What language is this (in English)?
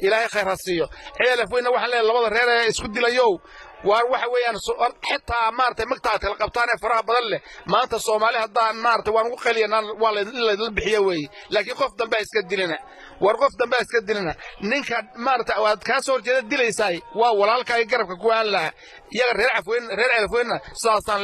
Somali